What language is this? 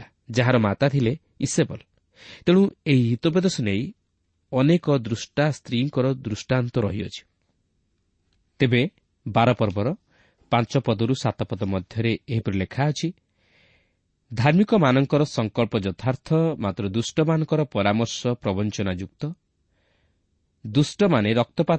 Odia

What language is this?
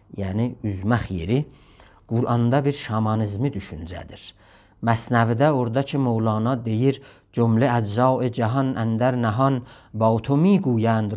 South Azerbaijani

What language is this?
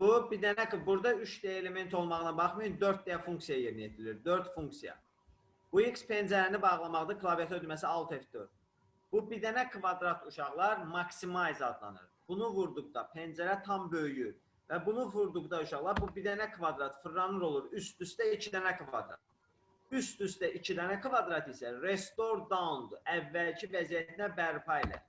Azerbaijani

